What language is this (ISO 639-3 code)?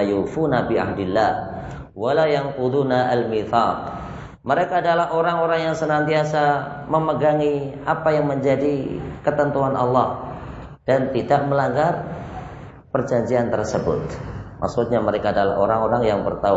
ind